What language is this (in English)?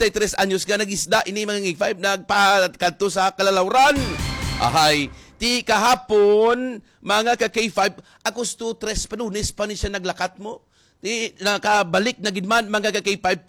Hiligaynon